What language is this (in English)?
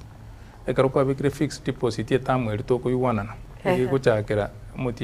Gusii